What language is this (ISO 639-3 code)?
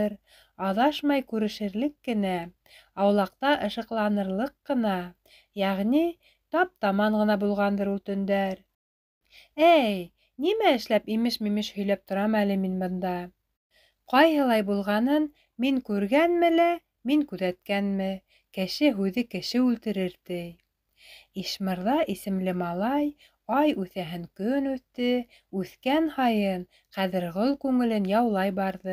bak